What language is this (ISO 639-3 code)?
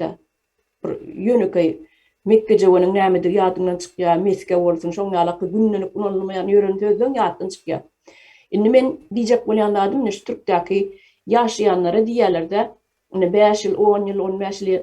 tuk